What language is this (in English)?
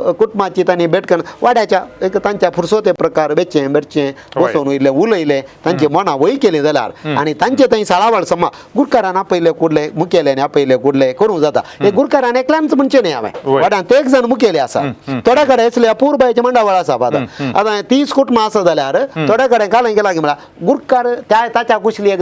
Konkani